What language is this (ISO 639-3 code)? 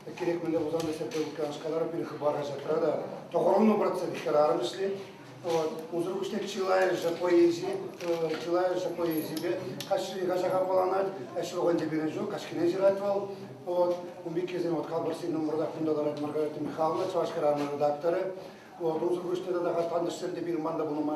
chv